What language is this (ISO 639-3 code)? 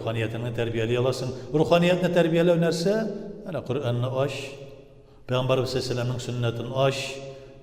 tat